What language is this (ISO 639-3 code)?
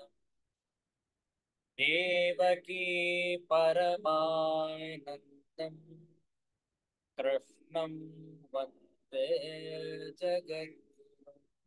kan